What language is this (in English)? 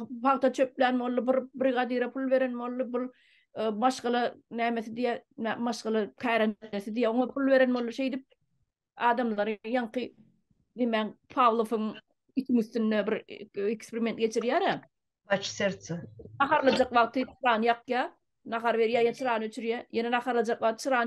Turkmen